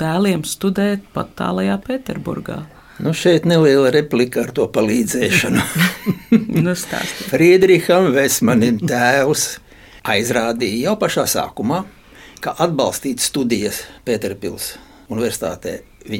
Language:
Latvian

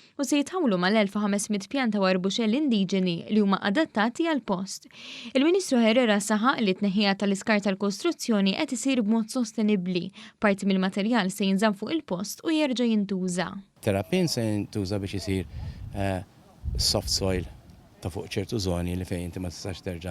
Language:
Maltese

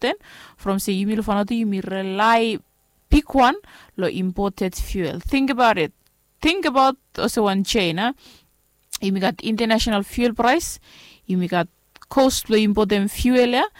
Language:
Bislama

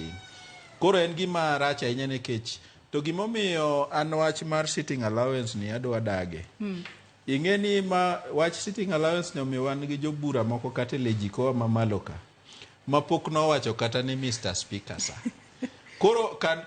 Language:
Luo (Kenya and Tanzania)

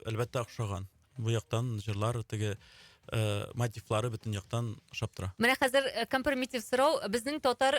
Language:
Tatar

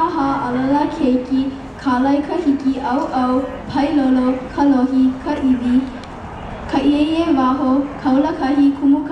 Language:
Hawaiian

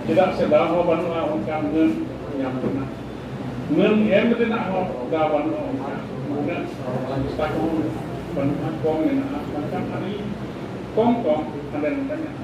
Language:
Santali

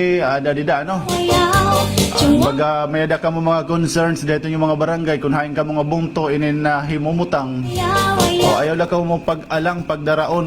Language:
Waray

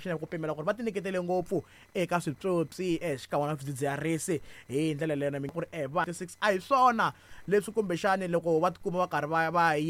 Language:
Tsonga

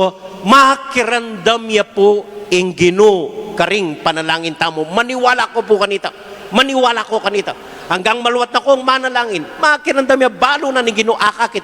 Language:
Pampanga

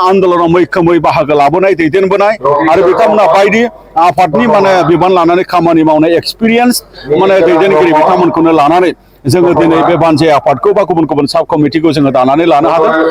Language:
Bodo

